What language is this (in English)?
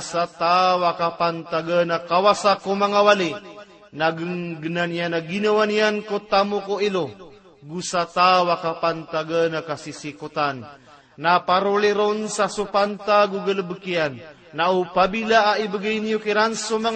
Maranao